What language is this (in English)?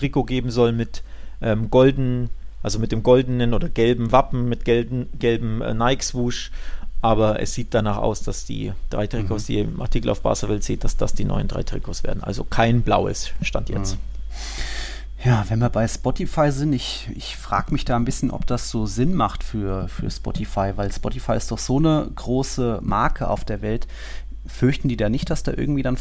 German